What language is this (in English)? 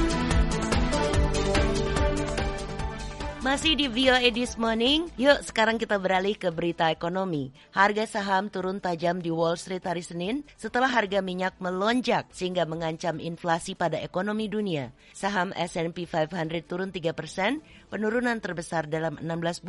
Indonesian